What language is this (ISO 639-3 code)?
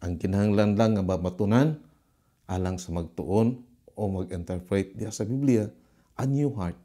ceb